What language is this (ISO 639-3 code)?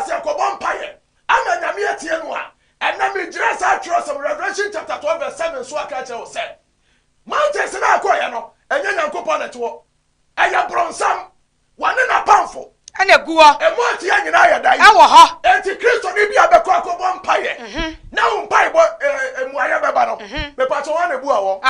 aka